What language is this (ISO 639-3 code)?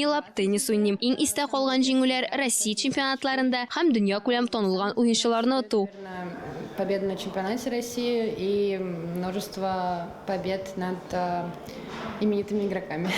tat